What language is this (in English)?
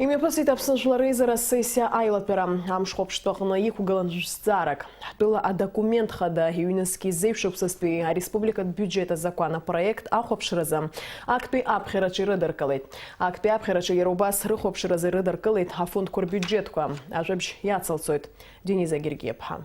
Abkhazian